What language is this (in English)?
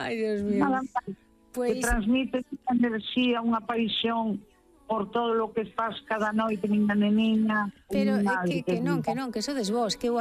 Galician